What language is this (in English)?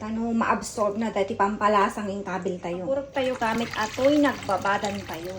Iloko